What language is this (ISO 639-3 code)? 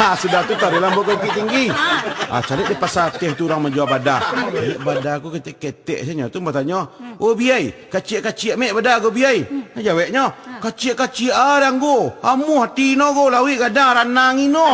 min